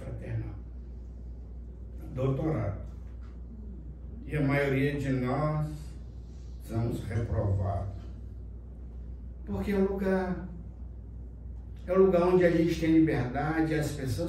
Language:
Portuguese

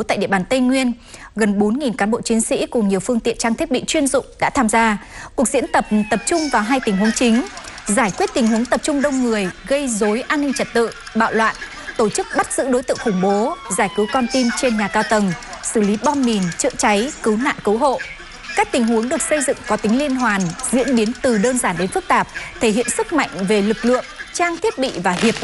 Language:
Vietnamese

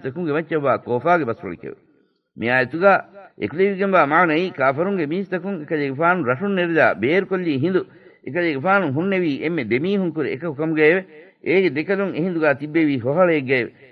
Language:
Divehi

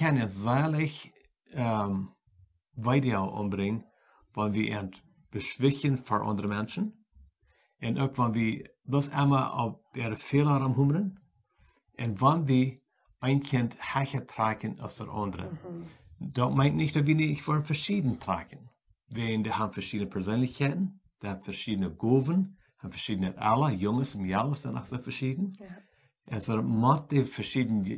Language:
Plautdietsch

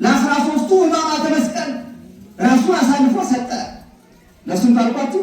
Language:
Amharic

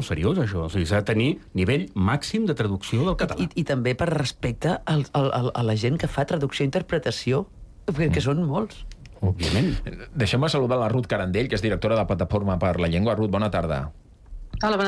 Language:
Catalan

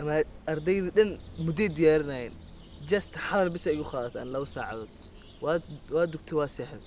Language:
Somali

